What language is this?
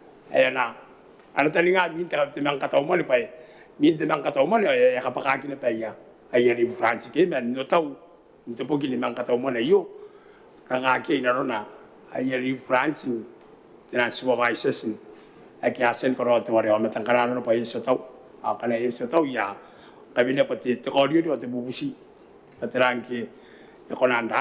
Gilbertese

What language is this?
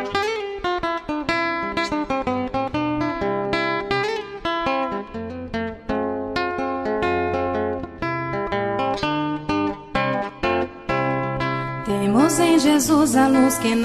Portuguese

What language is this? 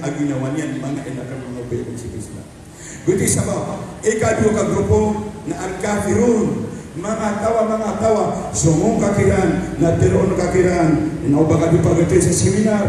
Maranao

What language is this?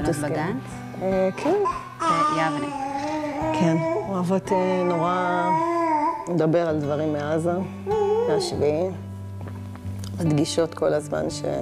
Hebrew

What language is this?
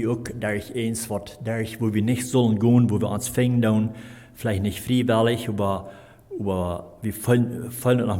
Plautdietsch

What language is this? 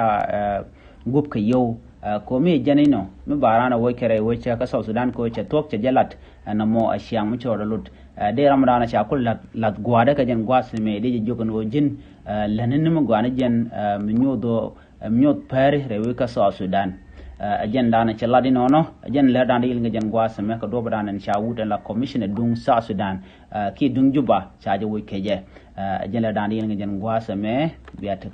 Nuer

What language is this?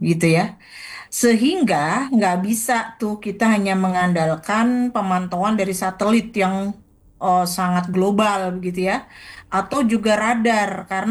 Indonesian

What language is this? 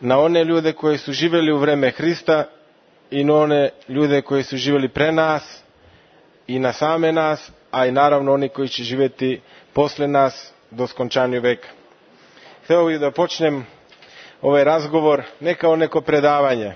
Serbian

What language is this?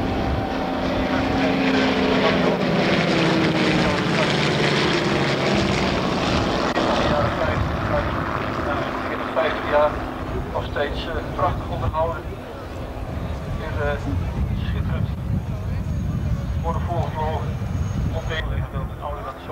Dutch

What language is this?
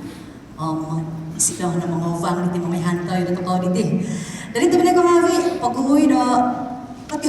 Central Dusun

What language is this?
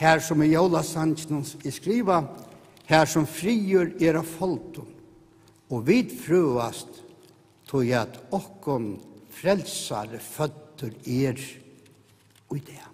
Faroese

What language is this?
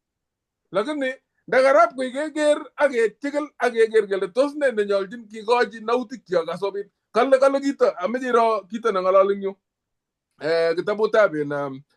Kalenjin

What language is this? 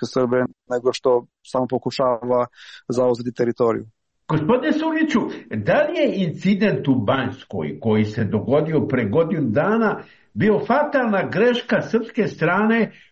Serbian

